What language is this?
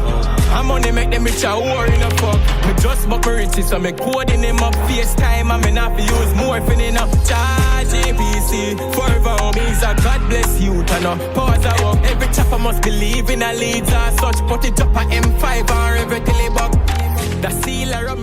Jamaican Creole English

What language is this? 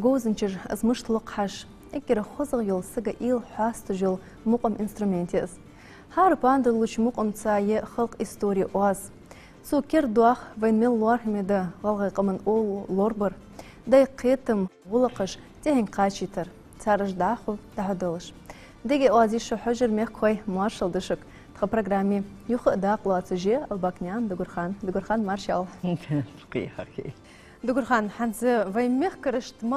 Ingush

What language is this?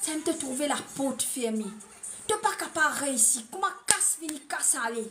Morisyen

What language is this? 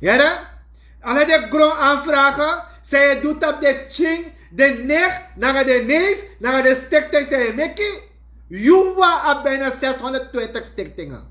Sranan Tongo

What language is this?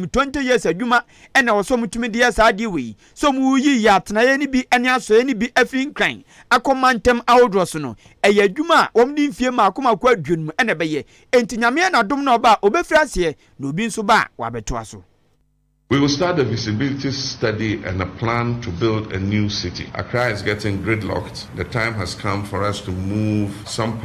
Akan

